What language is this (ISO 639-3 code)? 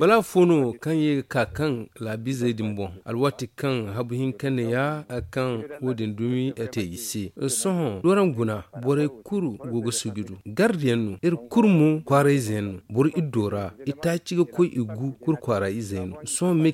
dje